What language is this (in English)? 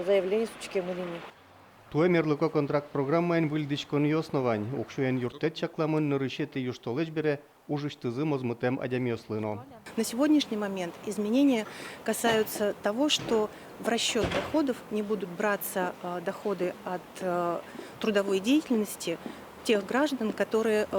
Udmurt